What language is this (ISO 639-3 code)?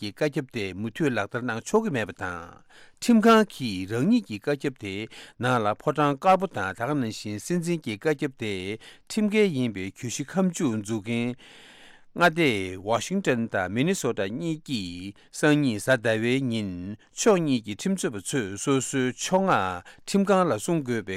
bod